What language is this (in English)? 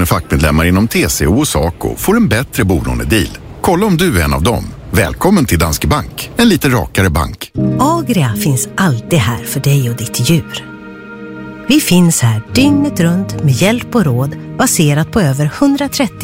Swedish